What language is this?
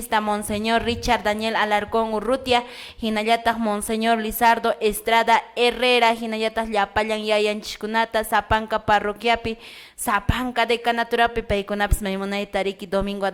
Quechua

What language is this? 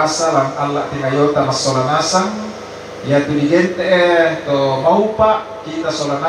Toraja-Sa'dan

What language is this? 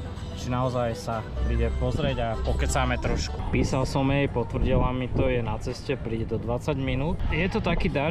Slovak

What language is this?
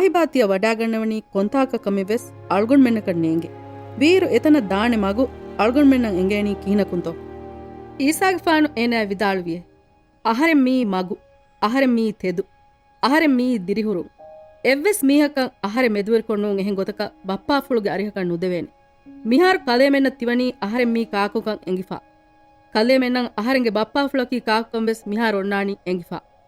Divehi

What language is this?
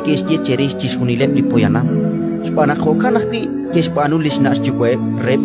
Kekchí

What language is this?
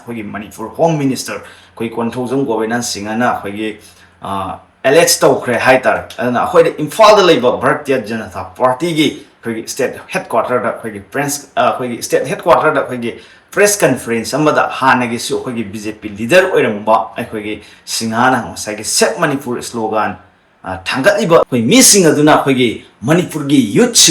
Manipuri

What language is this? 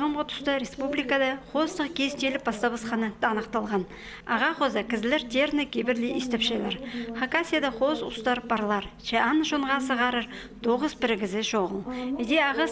Khakas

